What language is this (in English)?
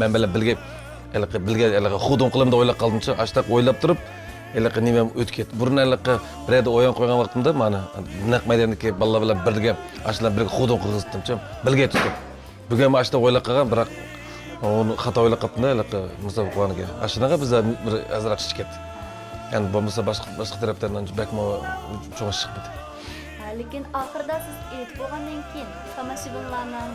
Uyghur